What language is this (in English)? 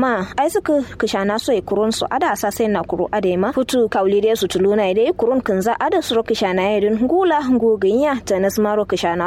Kanuri